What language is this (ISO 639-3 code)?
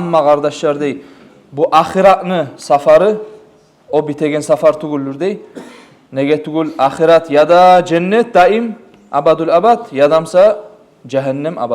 kum